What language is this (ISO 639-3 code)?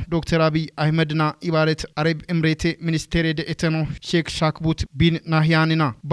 kbr